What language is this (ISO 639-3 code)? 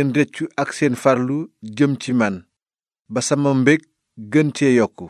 wol